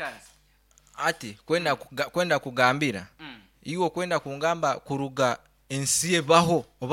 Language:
Nyankole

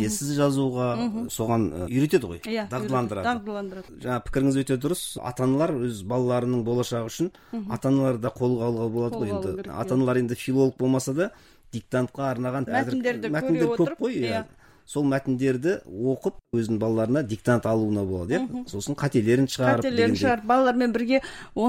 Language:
Kazakh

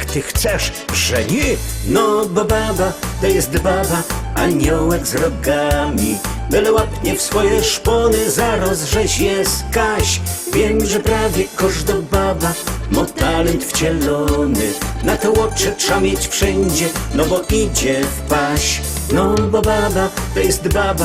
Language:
Silesian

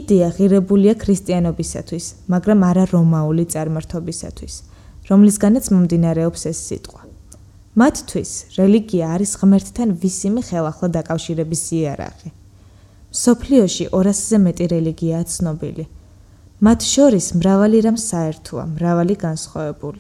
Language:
Georgian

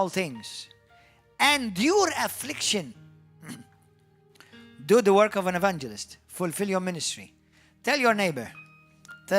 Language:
English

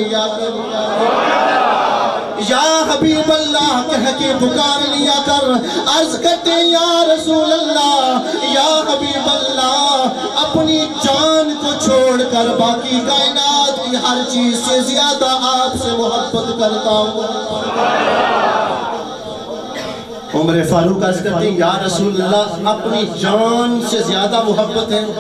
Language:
Urdu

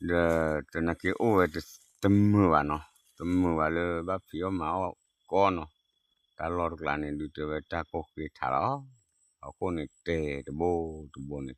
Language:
S'gaw Karen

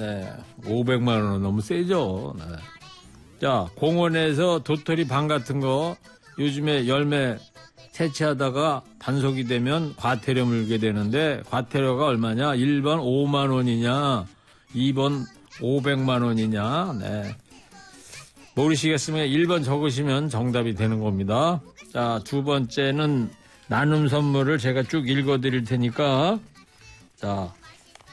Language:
Korean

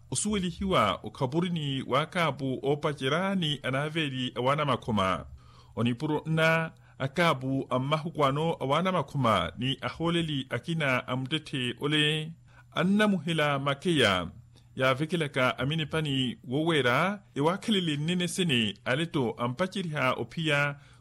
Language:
Makhuwa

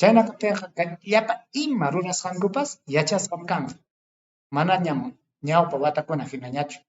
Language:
Ayacucho Quechua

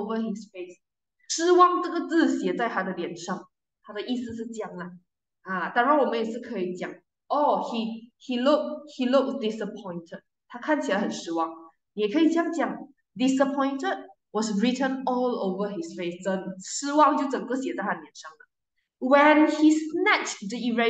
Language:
Chinese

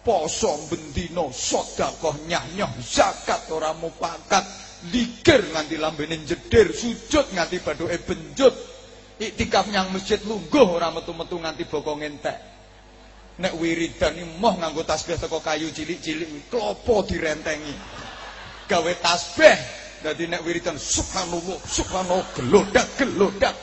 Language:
Javanese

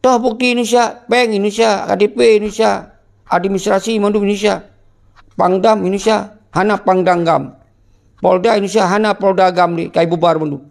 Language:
Achinese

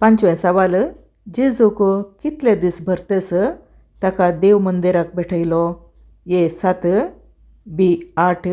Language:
Konkani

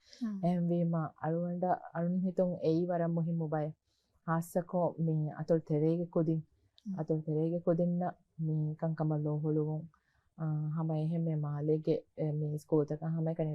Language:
Divehi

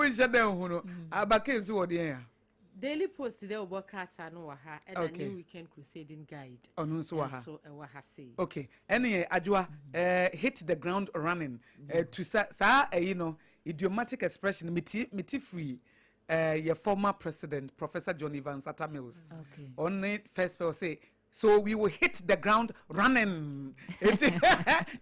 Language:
Akan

